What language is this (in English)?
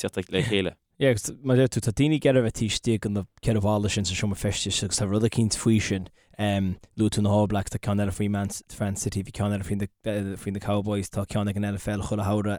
Irish